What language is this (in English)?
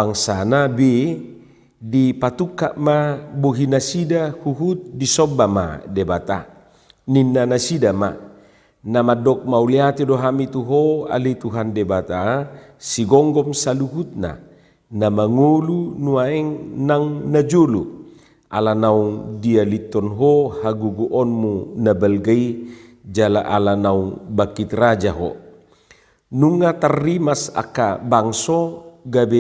Batak Toba